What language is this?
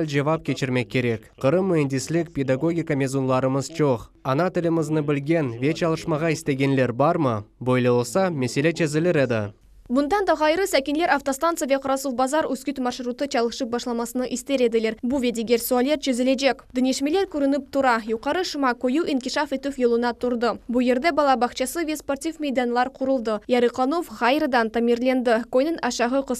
Crimean Tatar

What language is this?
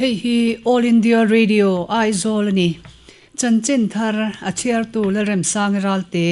Mizo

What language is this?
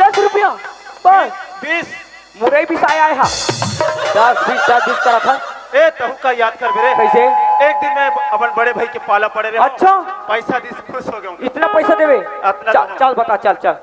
Chhattisgarhi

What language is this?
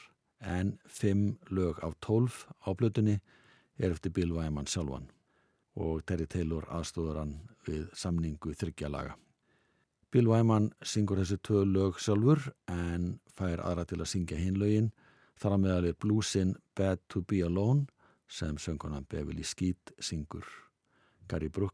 Icelandic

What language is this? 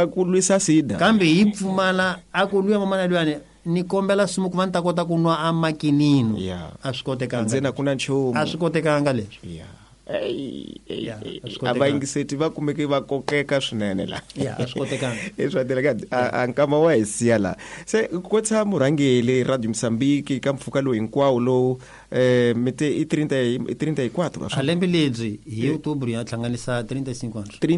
Tsonga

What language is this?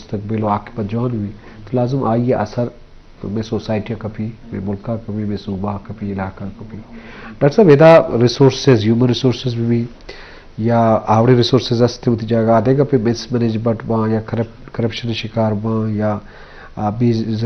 Baluchi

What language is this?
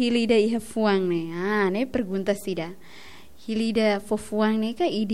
Tetum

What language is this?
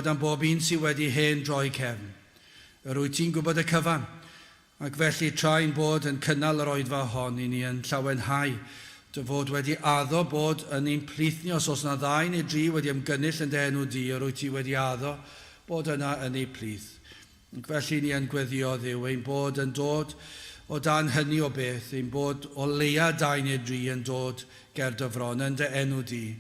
Welsh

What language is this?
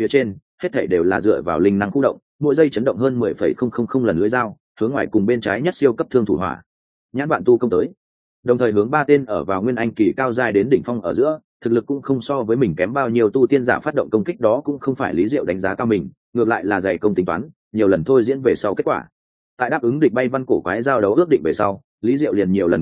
Vietnamese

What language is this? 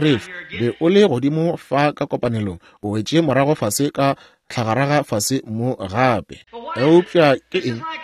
Northern Sotho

